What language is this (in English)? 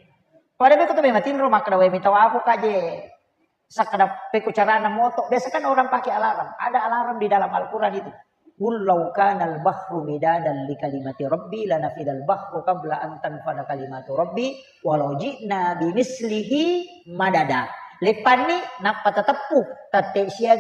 Buginese